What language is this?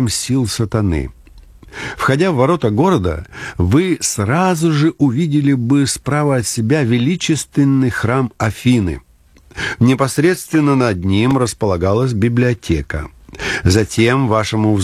Russian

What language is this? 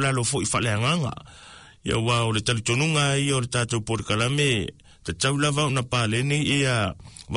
Samoan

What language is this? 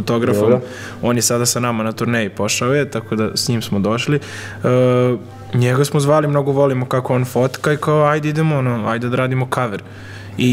Serbian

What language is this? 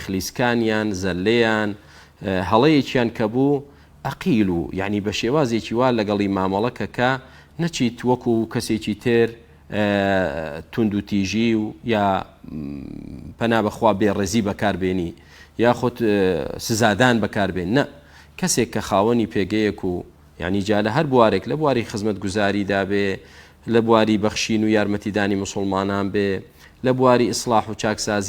Central Kurdish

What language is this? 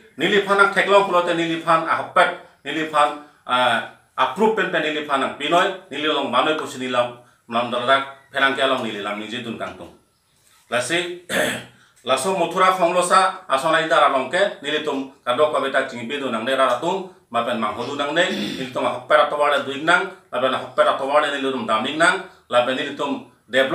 Karbi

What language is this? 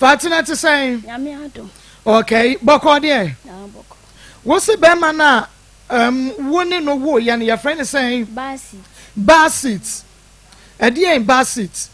Akan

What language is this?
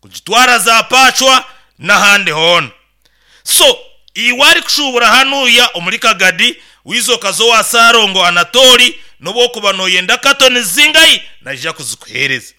Nyoro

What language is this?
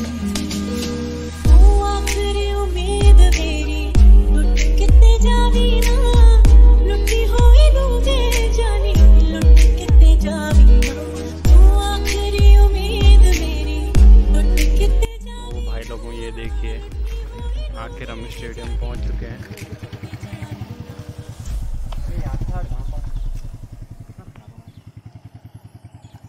Hindi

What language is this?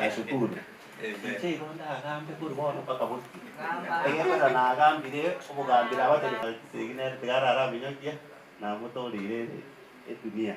Gusii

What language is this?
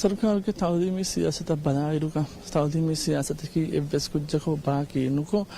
Divehi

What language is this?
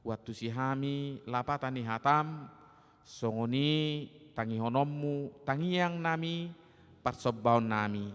Batak Toba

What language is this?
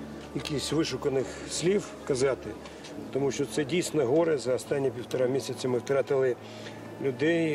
Ukrainian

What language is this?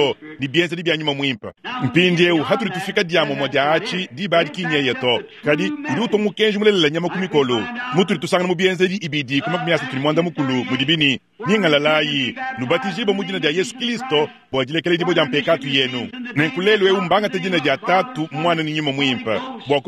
Luba-Lulua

